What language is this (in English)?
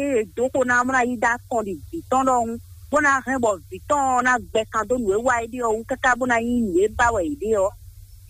Fon